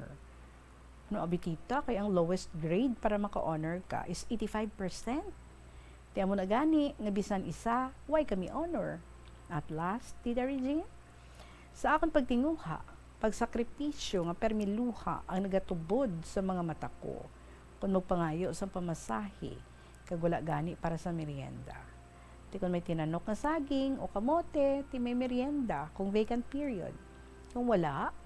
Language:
Hiligaynon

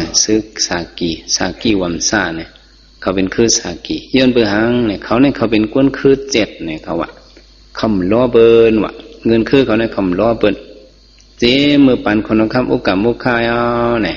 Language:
Shan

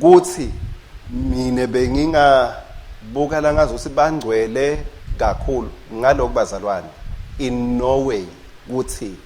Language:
Swati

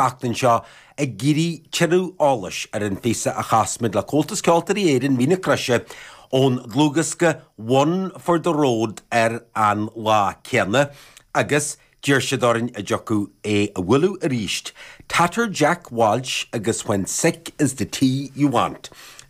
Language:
Irish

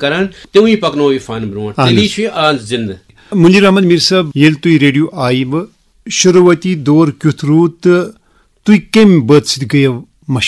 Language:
Kashmiri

